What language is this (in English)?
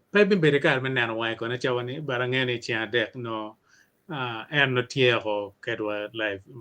Acoli